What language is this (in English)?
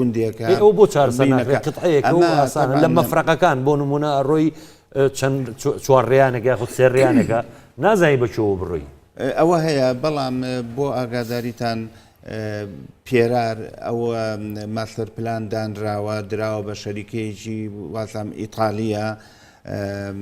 Central Kurdish